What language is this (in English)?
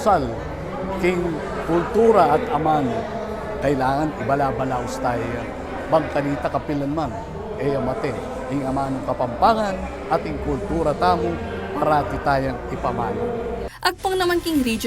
Pampanga